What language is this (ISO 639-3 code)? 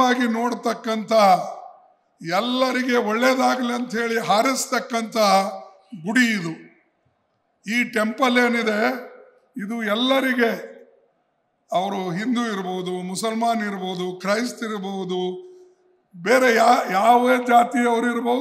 kan